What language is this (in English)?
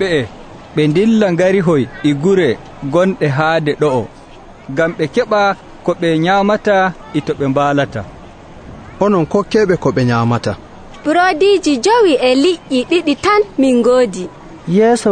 Nigerian Fulfulde